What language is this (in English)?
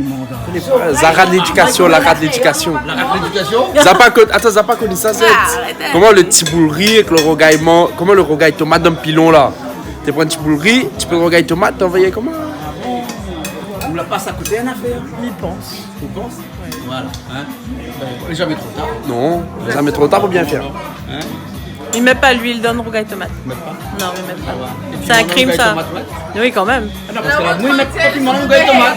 Réunion Creole French